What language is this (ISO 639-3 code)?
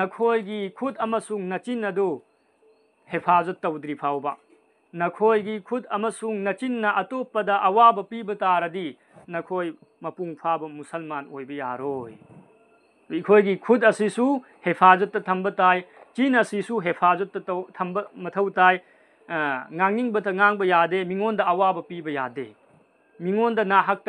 mni